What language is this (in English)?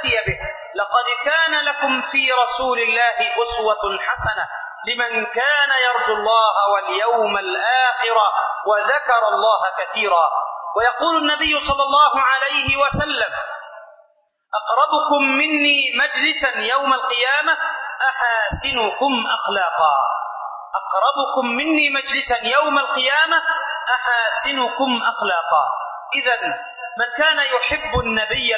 Arabic